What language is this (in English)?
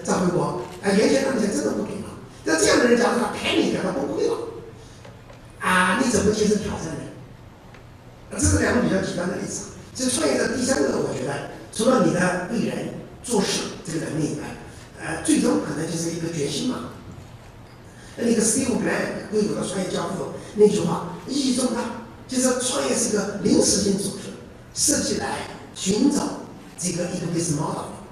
Chinese